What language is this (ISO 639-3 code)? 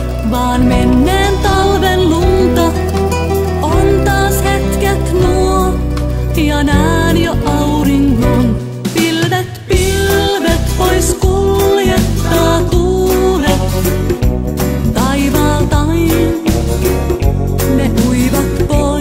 fin